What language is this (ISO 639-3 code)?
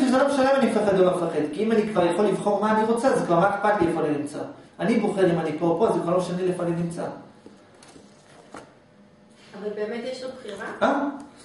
heb